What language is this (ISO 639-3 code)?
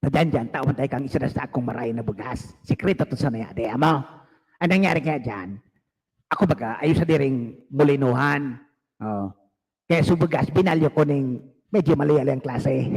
bik